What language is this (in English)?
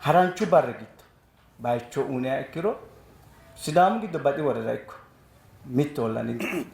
Sidamo